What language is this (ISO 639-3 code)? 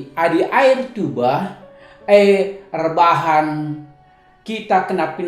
btx